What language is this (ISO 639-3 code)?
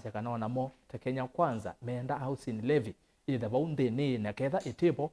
kam